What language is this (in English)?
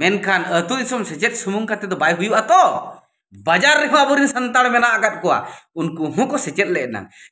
Santali